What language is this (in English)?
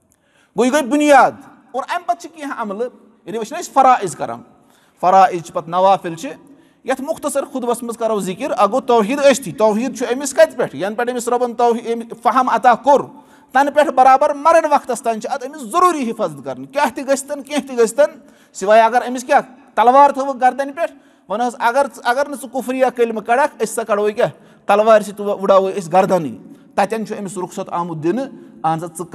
Kashmiri